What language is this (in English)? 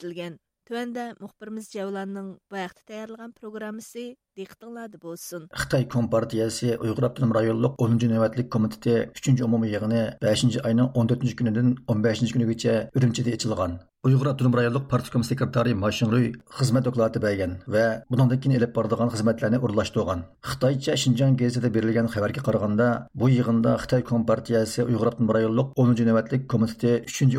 Uyghur